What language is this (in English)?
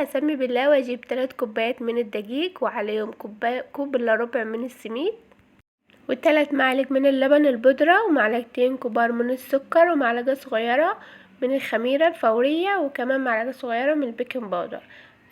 Egyptian Arabic